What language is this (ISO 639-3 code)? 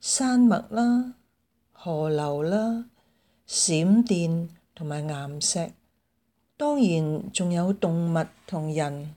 yue